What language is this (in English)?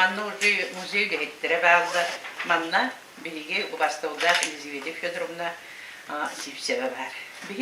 Yakut